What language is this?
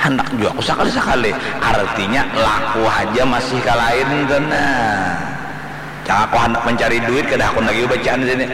Banjar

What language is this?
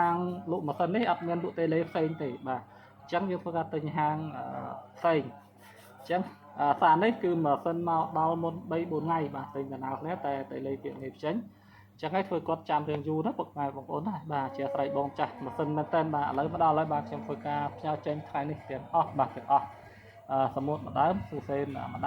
Khmer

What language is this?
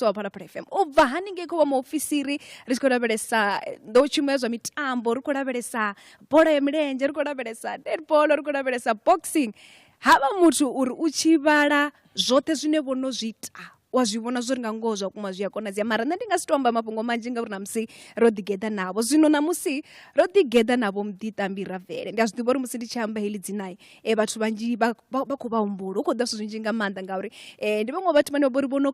Venda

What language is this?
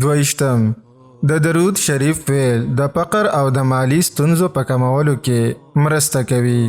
Pashto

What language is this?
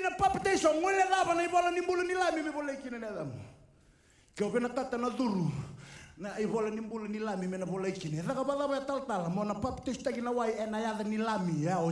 Fijian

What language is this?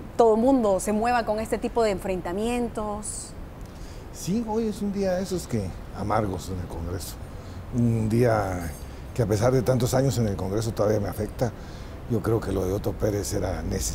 Spanish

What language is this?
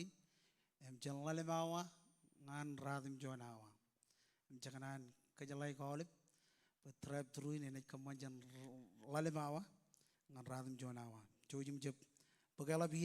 Marshallese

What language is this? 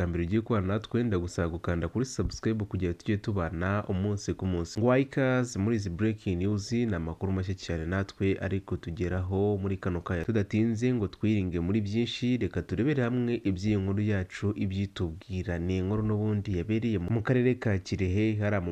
Kinyarwanda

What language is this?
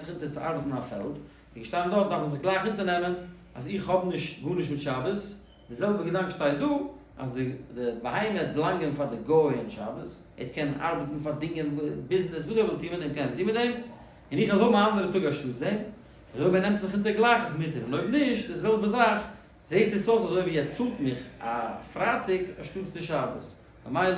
Yiddish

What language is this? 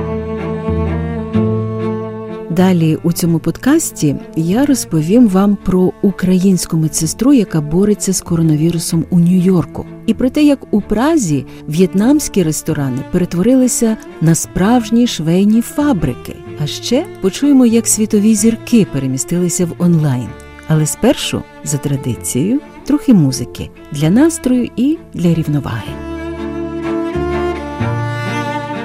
Ukrainian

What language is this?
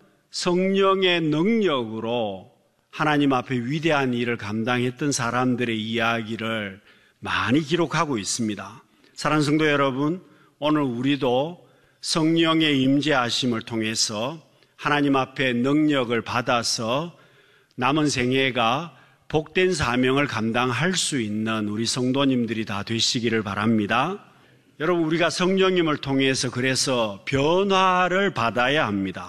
Korean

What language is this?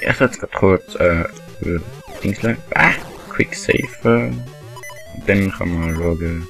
Swiss German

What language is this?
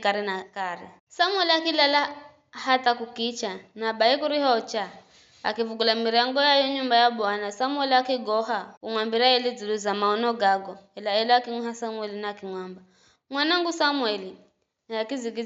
Giryama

